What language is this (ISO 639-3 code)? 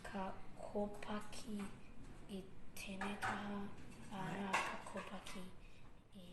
mri